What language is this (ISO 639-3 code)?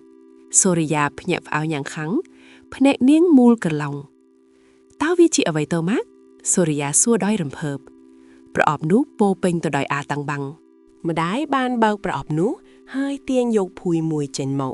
khm